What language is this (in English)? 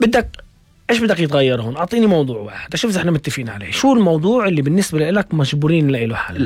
North Levantine Arabic